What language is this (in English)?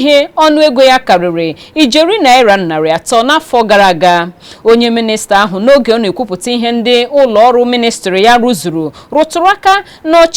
Igbo